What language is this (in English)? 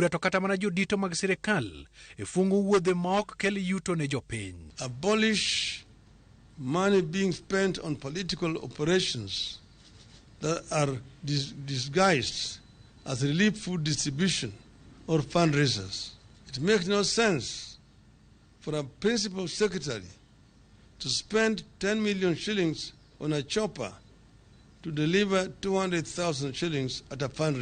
Luo (Kenya and Tanzania)